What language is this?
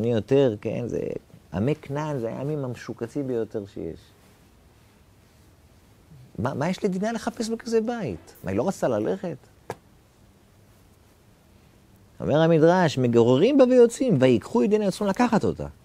Hebrew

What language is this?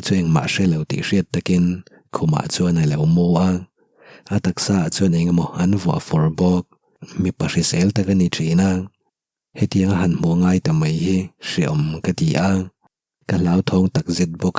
Mizo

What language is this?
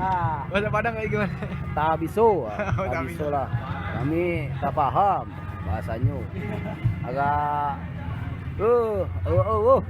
Betawi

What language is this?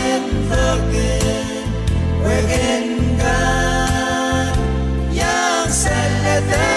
Pohnpeian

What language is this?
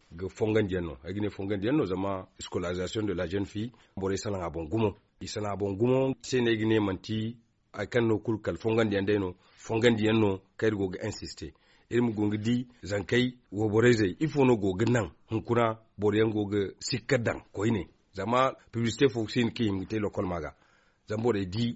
Zarma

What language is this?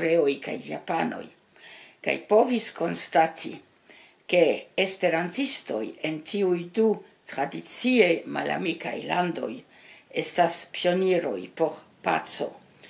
Esperanto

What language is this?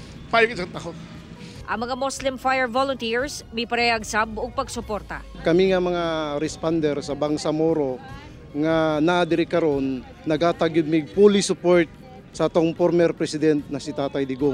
Cebuano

